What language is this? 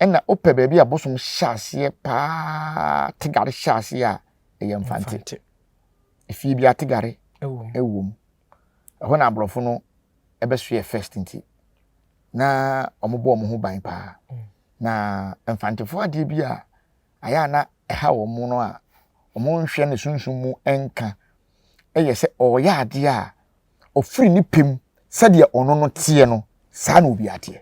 Akan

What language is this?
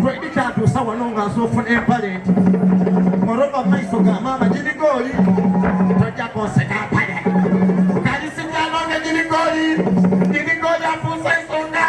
Soga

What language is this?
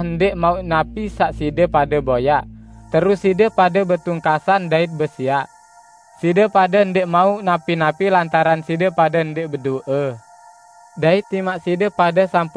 Sasak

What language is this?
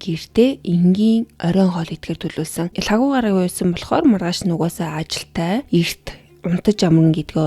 Mongolian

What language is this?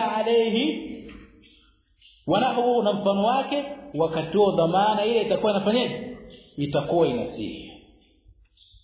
Swahili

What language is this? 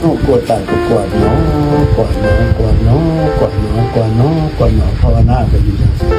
Northeastern Thai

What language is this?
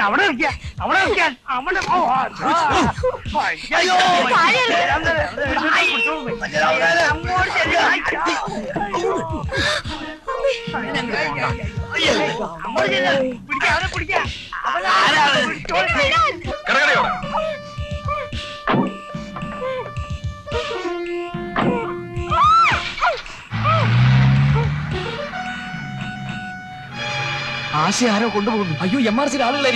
Malayalam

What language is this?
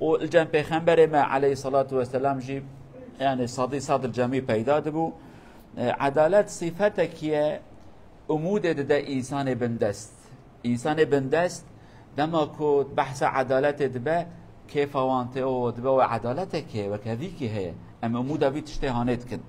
Kurdish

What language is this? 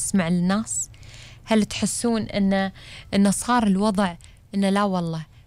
Gulf Arabic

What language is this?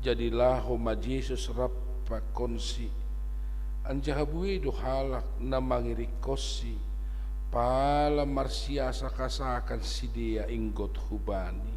Batak Simalungun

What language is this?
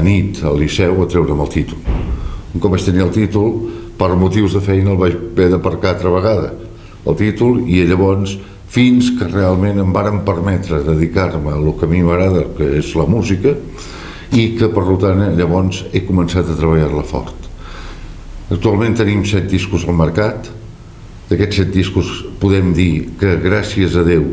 Catalan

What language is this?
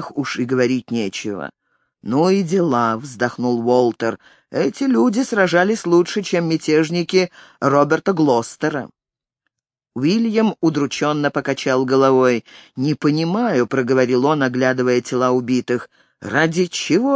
Russian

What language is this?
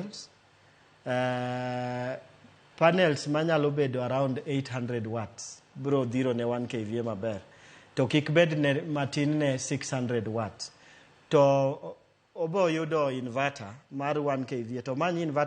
Luo (Kenya and Tanzania)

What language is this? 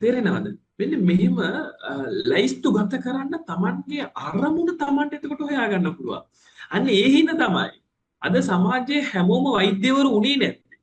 Sinhala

